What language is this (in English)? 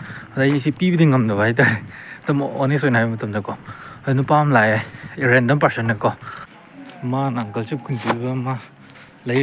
Manipuri